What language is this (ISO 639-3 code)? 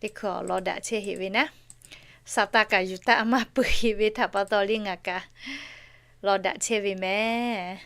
lhu